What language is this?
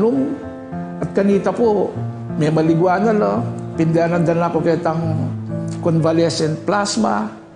Pampanga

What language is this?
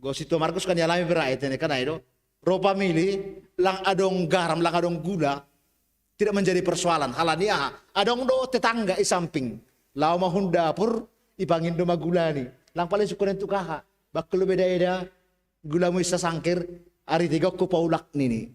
Batak Simalungun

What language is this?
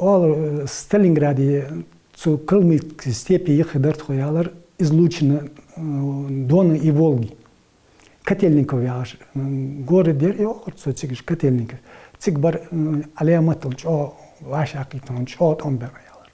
Ingush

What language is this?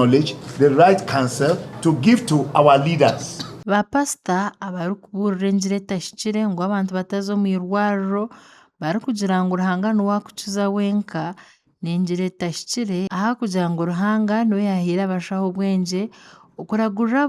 Nyankole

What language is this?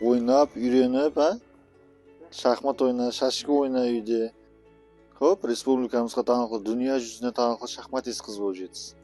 Kara-Kalpak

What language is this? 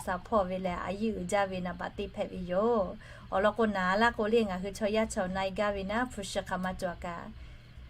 Lahu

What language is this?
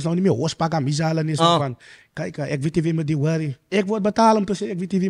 Afrikaans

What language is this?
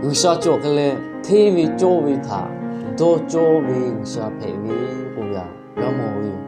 Lahu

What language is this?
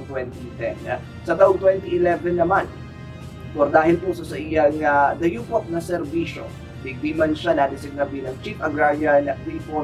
Bikol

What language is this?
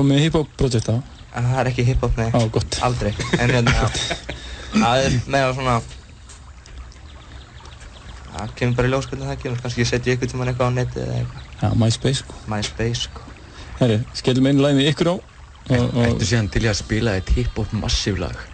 Icelandic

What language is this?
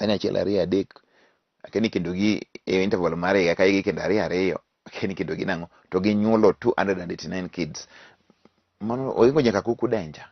Luo (Kenya and Tanzania)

